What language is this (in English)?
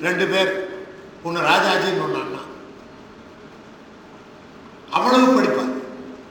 Tamil